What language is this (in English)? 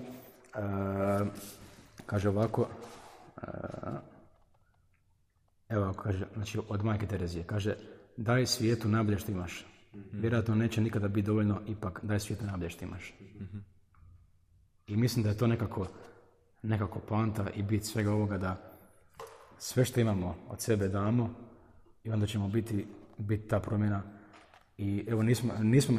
Croatian